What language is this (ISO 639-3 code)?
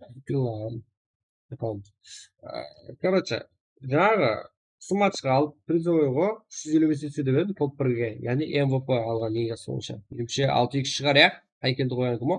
kaa